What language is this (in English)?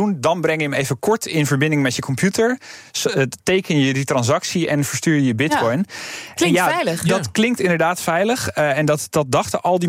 Dutch